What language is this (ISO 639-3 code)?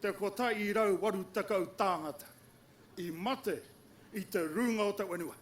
mri